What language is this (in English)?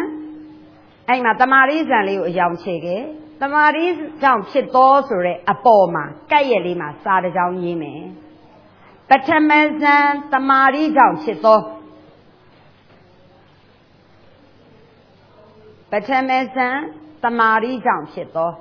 Burmese